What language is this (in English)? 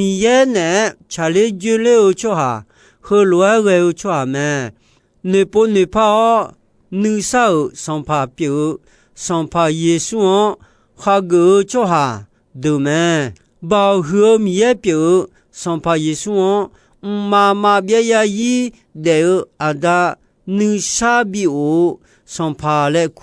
Akha